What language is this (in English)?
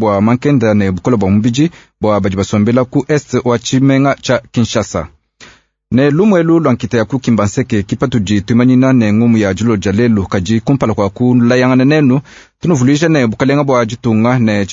Luba-Lulua